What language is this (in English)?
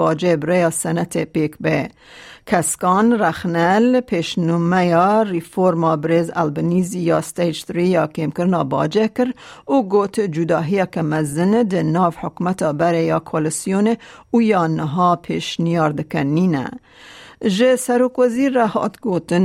Kurdish